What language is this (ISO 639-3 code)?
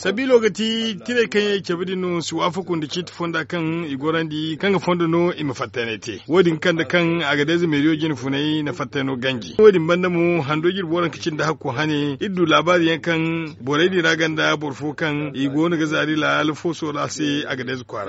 dje